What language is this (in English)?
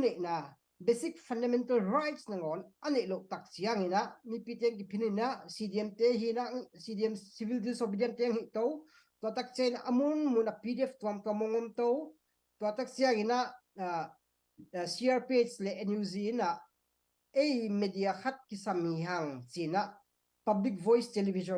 Tedim Chin